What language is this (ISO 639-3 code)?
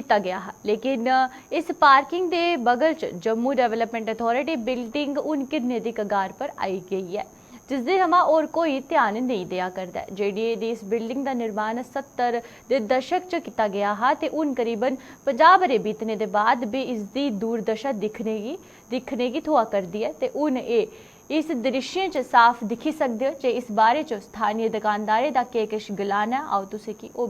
doi